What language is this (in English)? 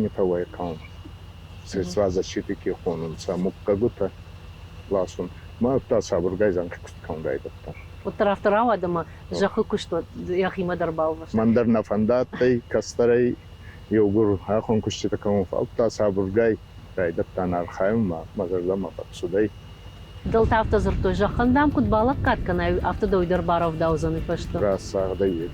Ossetic